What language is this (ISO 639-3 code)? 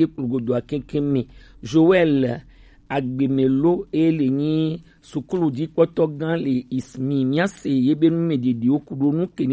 gej